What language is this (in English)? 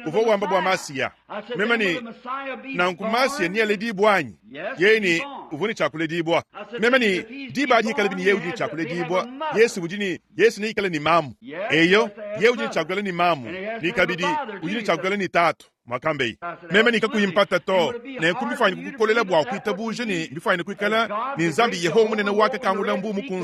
Luba-Lulua